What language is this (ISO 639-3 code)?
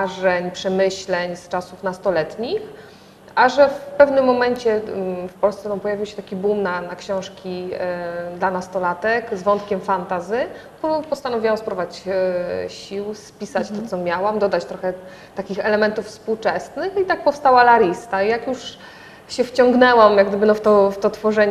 pol